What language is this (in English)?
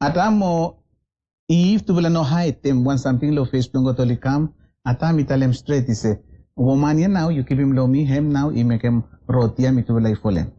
Bislama